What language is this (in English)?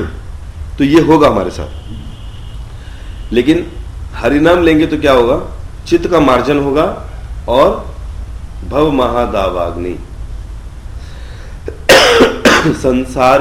Hindi